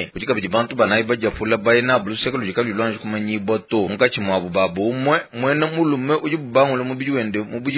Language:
Luba-Lulua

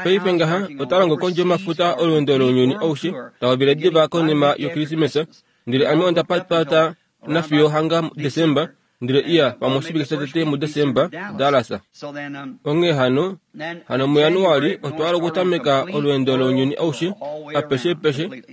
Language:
Kuanyama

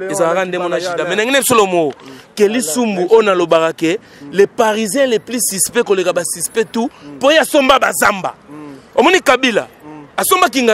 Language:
Lingala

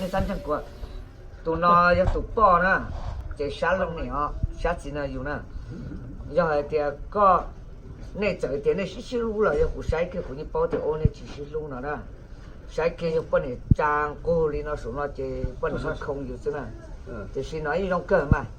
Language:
Hmong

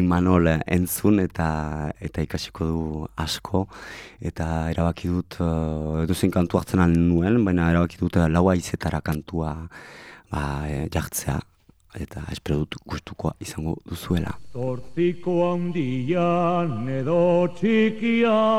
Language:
Basque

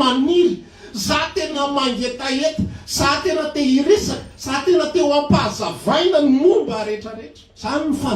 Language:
Malagasy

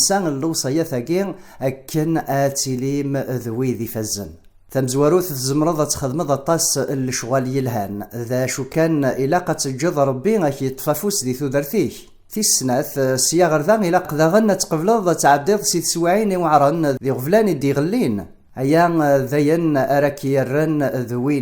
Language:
Kabyle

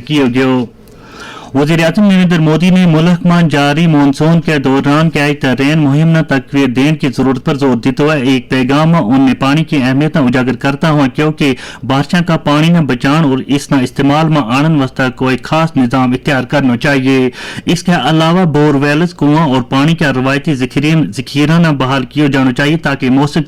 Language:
Gujari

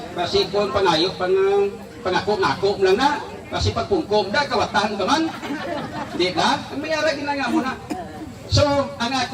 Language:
Hiligaynon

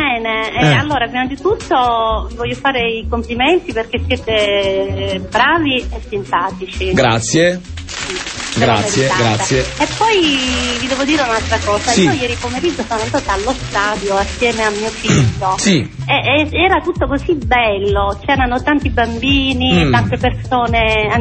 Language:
Italian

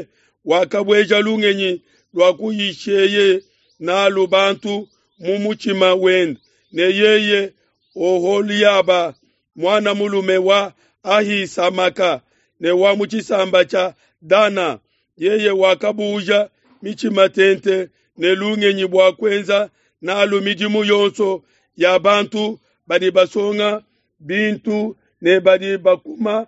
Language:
Luba-Lulua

